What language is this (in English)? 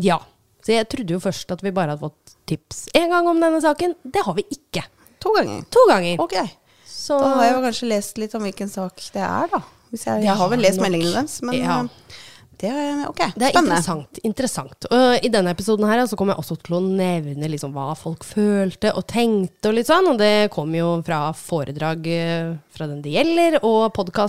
Norwegian